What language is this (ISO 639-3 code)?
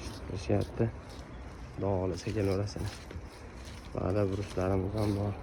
uzb